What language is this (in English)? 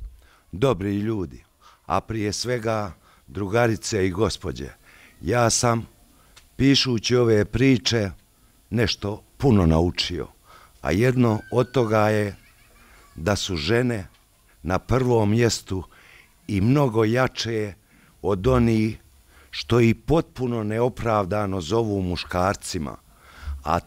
Bosnian